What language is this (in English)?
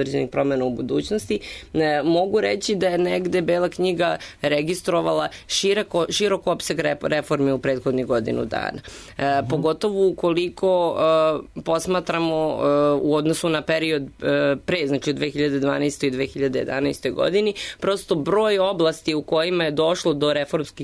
Serbian